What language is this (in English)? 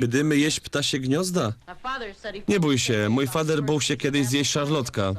Silesian